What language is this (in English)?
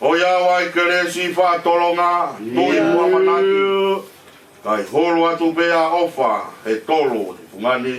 Tongan